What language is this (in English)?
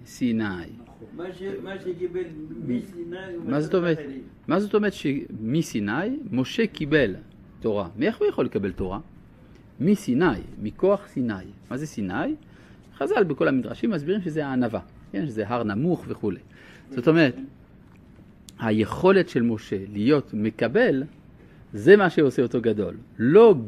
Hebrew